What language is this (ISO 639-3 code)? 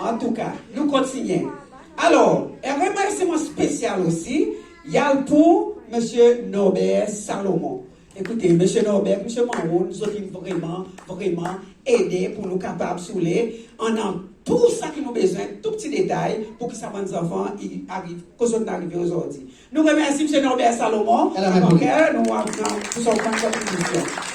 crs